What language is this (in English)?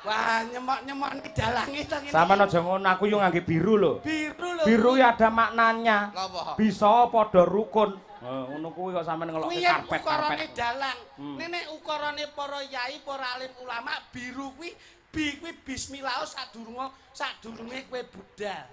Javanese